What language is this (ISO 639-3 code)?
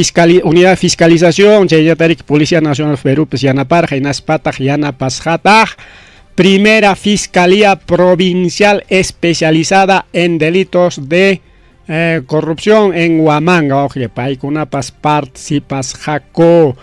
quy